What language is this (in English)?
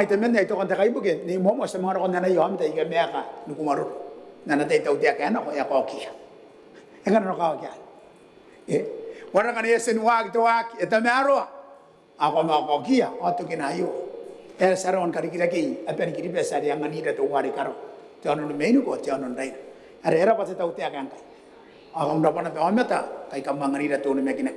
Gilbertese